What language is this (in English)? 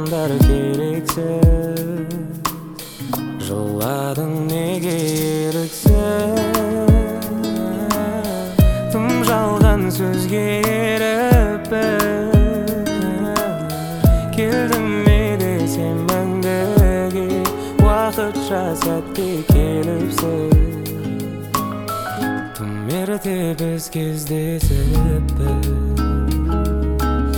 Kazakh